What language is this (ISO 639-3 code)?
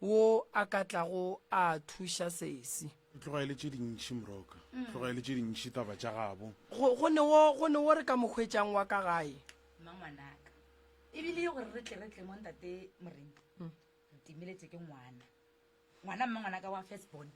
nso